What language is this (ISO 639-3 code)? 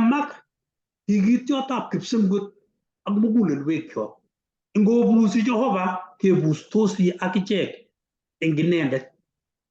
kln